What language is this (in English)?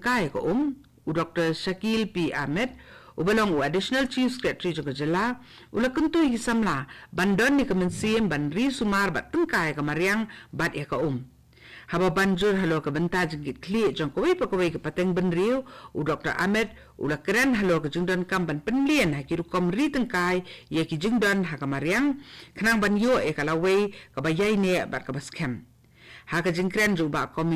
Khasi